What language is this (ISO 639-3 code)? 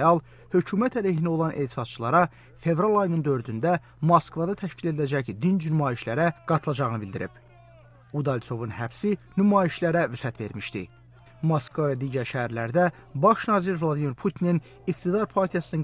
aze